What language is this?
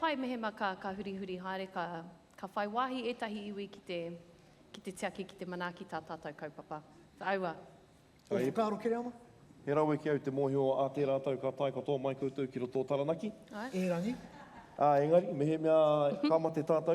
Māori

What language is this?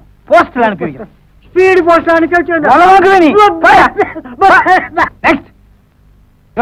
Tamil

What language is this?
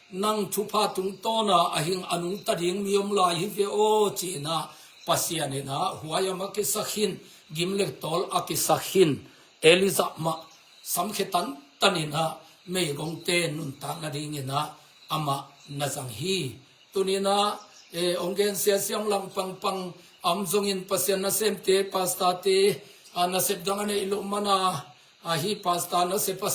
Tedim Chin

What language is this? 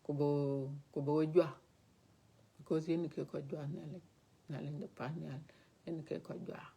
Dinka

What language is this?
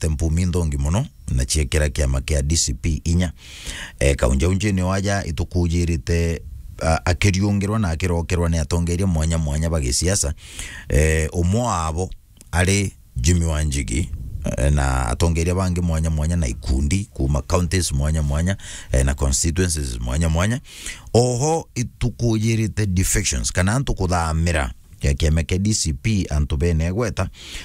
Meru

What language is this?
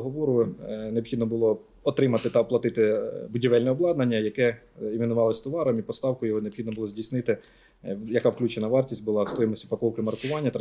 Ukrainian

